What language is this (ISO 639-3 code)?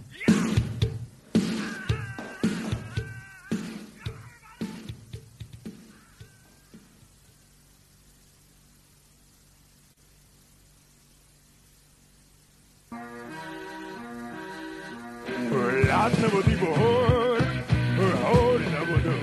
ukr